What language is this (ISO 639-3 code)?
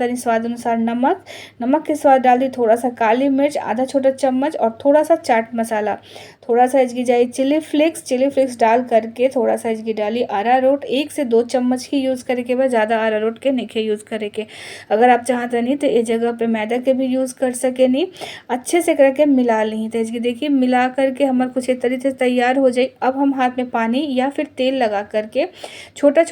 bho